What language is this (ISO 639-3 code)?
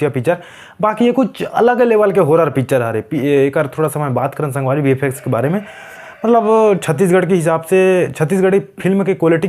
hne